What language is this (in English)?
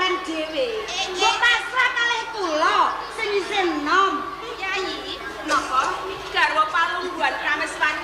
Javanese